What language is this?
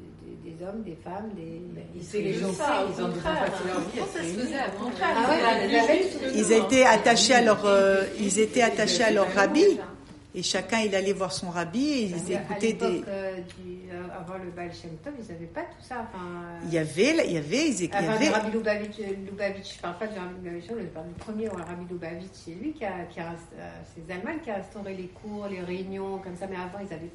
French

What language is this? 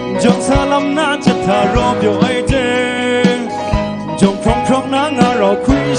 Kachin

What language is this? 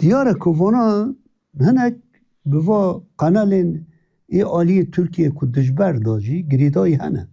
Kurdish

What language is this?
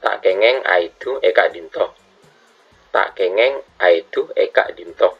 Madurese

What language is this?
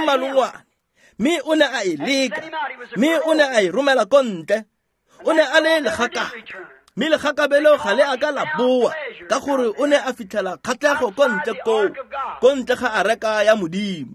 Tswana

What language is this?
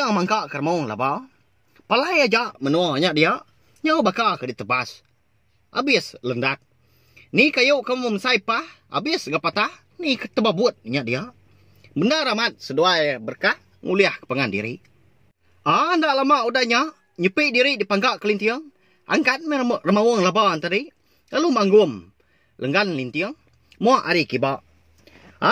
Iban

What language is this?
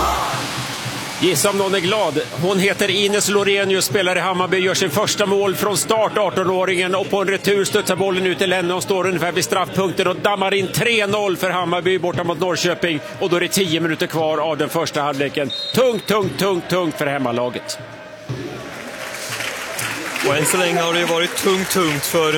Swedish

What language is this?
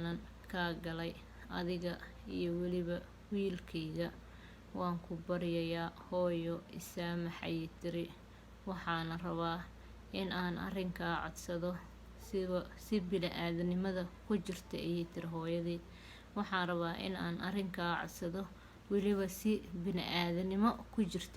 Somali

